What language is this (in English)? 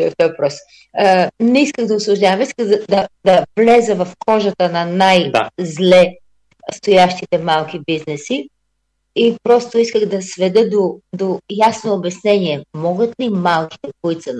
Bulgarian